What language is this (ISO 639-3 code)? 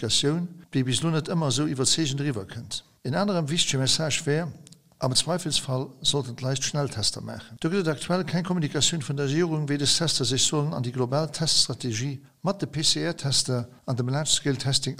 ltz